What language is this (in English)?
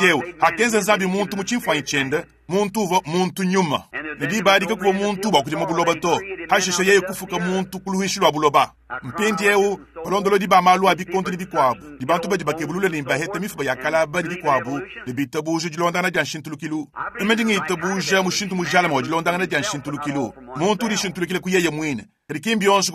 Luba-Lulua